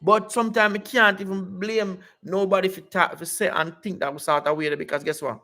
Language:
Jamaican Creole English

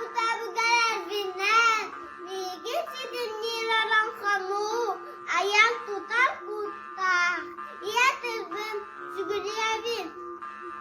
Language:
Yakut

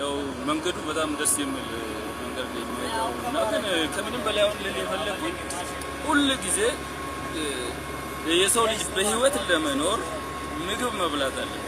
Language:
Amharic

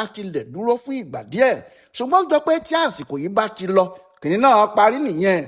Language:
Yoruba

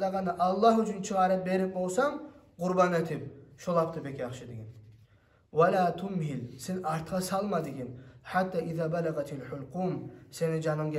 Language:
Kumyk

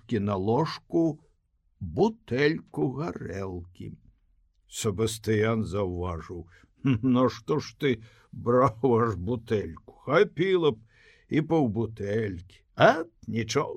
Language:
Belarusian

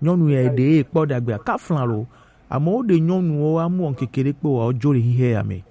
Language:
Gen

